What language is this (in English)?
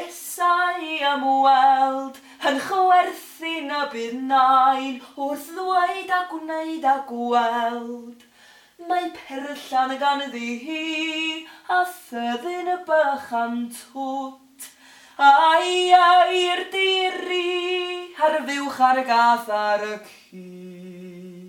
Welsh